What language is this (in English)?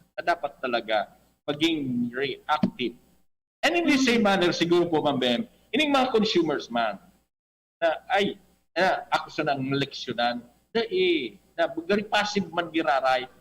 Bikol